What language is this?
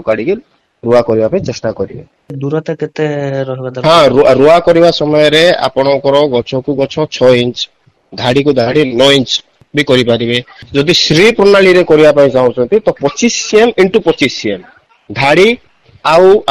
Odia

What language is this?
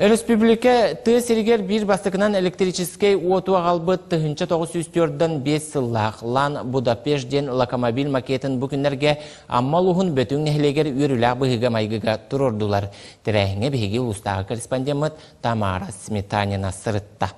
Yakut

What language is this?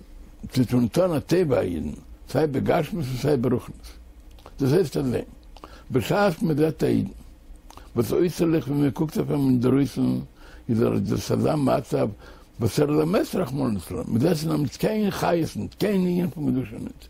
Yiddish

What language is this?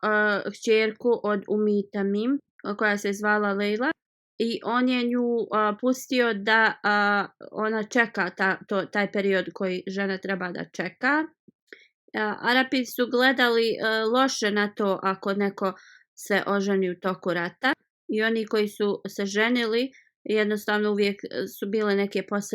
Bosnian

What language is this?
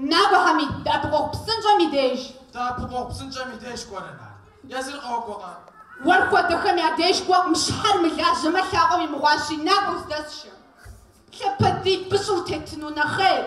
Kabardian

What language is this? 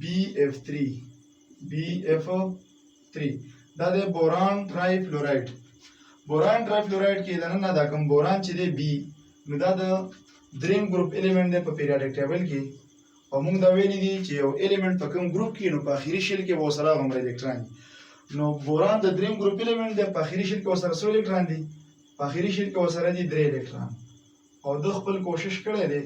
Pashto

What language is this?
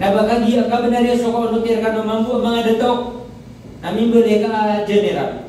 Maranao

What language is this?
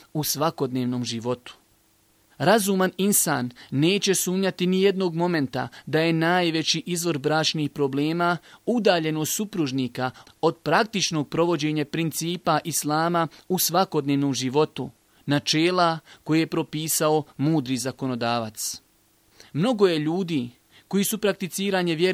Bosnian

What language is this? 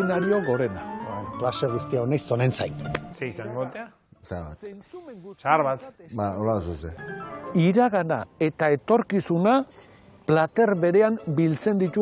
Basque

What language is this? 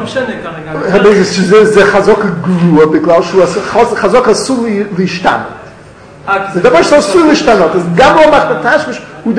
Hebrew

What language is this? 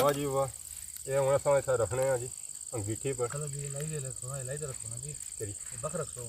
Pahari-Potwari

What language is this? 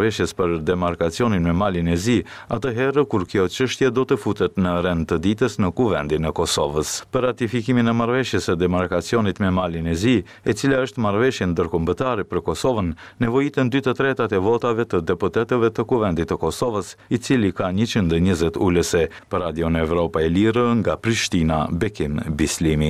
Albanian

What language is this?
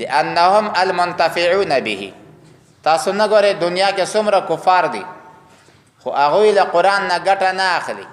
Pashto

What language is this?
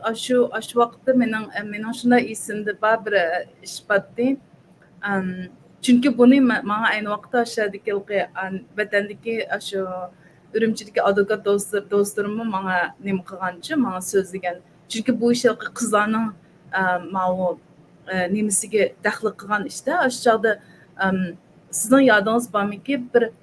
Uyghur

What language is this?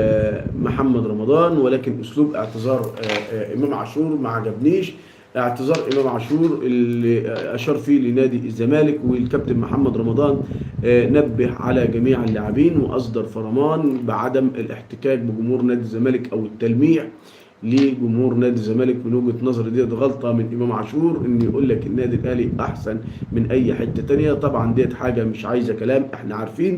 Egyptian Arabic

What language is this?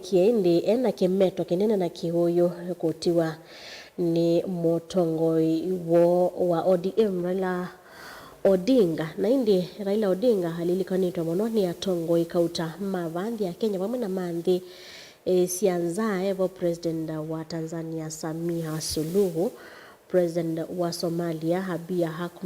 Kamba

